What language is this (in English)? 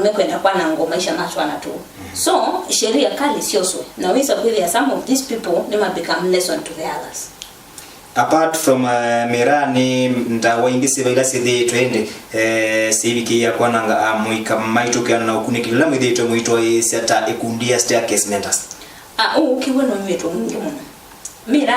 Kamba